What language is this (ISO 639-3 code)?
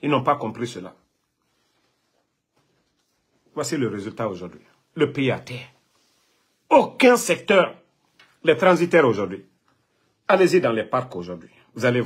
fra